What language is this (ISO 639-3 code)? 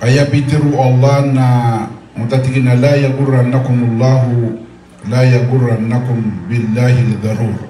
mrw